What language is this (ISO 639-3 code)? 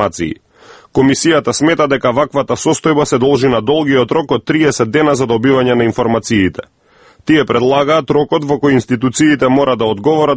mkd